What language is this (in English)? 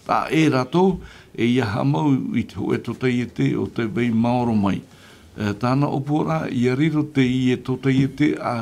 Tahitian